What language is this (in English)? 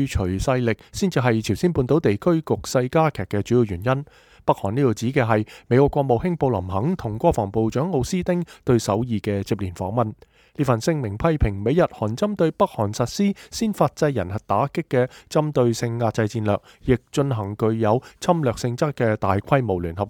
Cantonese